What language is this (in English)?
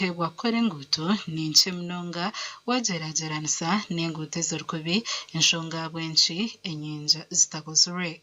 Nyankole